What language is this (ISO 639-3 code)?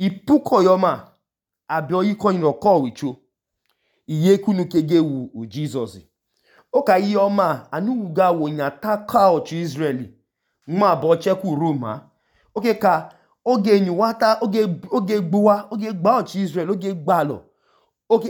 idu